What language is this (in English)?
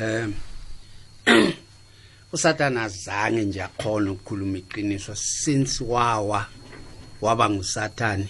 South Ndebele